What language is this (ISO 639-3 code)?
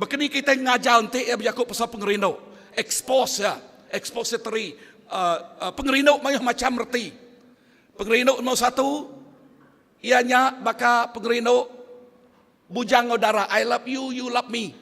iba